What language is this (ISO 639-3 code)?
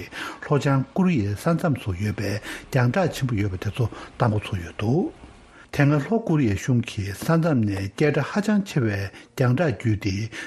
bod